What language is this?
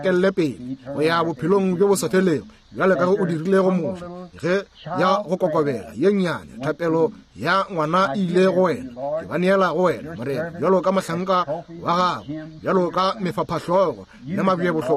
Northern Sotho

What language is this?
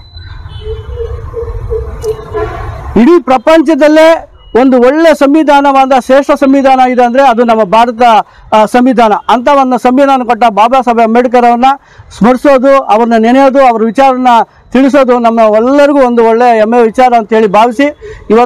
Kannada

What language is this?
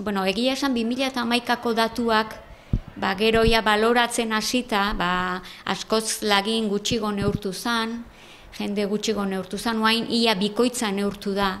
Basque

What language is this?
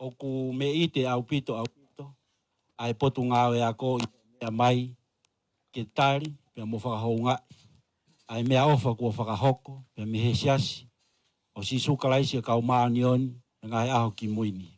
Tongan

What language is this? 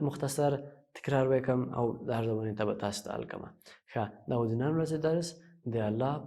Pashto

